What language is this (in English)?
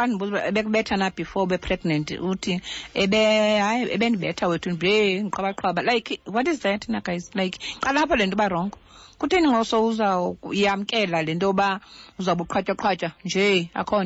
Xhosa